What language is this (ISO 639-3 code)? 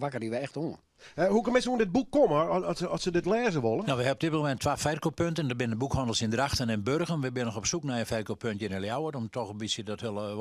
fry